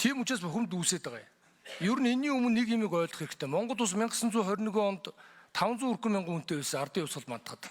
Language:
Mongolian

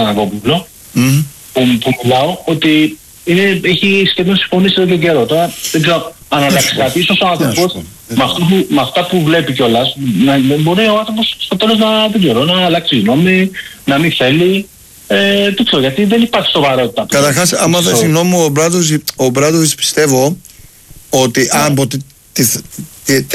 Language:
Greek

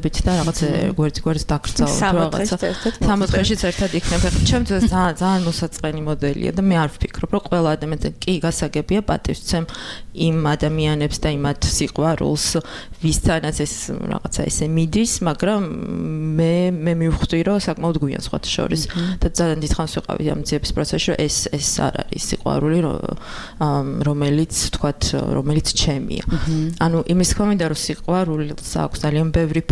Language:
Georgian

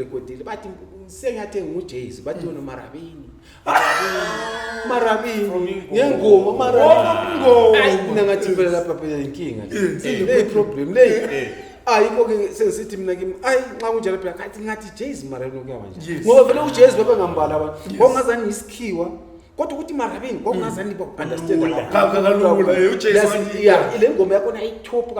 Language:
Zulu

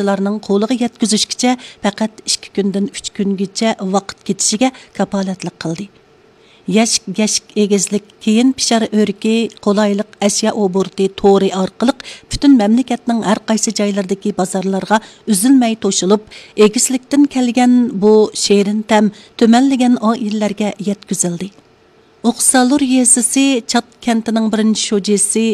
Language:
Uyghur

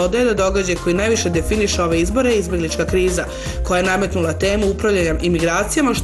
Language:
Serbian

